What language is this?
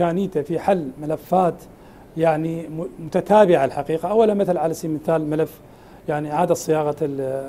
Arabic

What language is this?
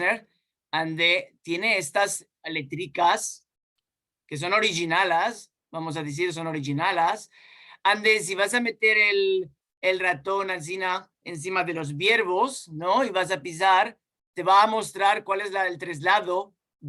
Ladino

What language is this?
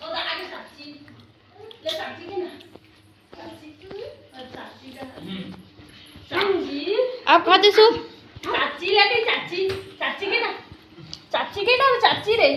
Chhattisgarhi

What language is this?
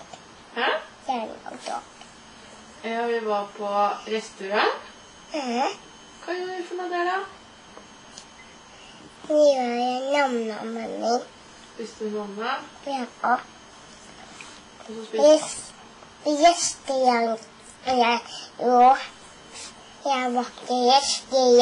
Norwegian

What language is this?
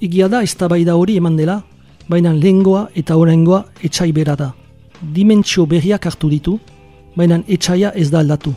Basque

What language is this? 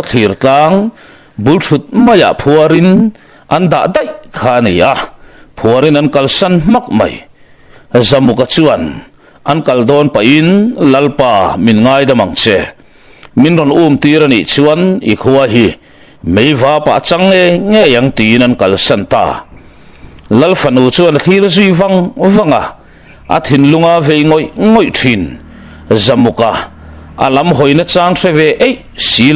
Mizo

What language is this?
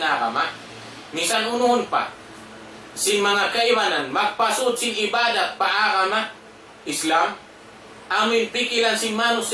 Tausug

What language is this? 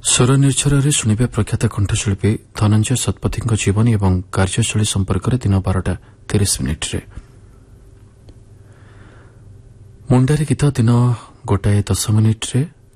Odia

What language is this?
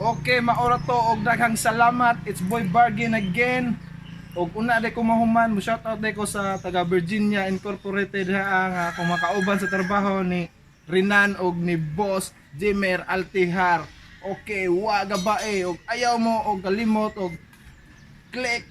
Cebuano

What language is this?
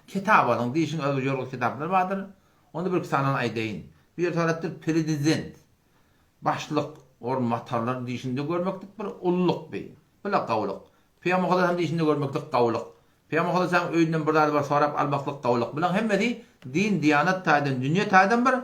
Turkmen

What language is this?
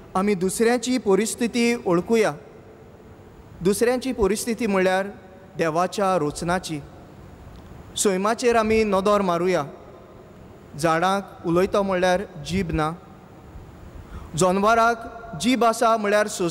Konkani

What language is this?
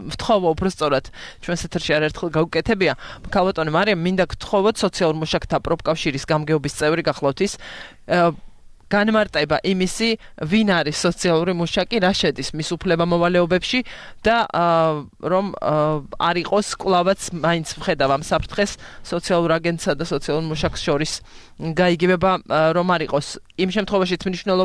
Georgian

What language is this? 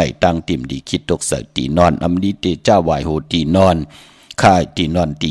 Shan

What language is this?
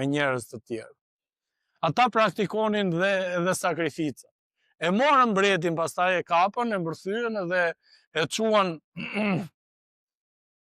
Albanian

